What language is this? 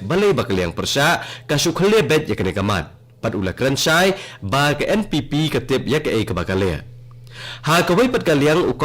Khasi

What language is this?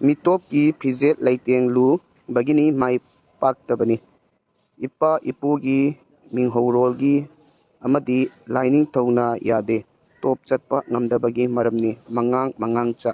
Manipuri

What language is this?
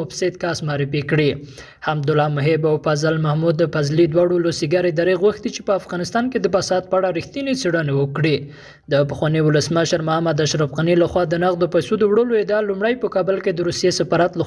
Pashto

